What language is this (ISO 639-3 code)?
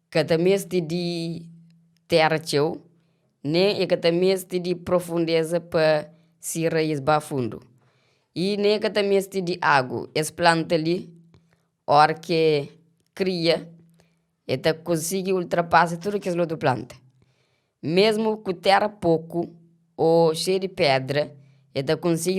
kea